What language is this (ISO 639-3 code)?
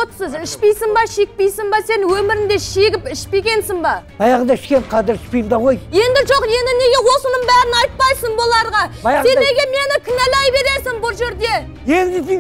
kaz